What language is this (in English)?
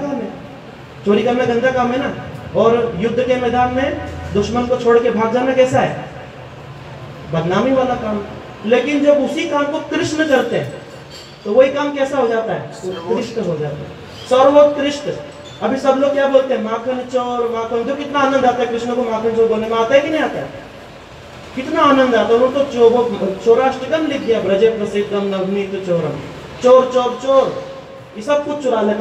Hindi